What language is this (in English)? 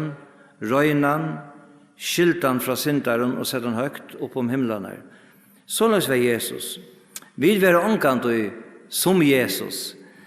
Faroese